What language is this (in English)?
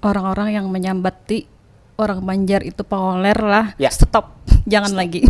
Banjar